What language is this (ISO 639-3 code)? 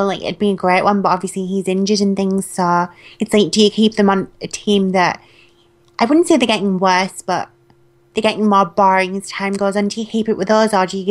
eng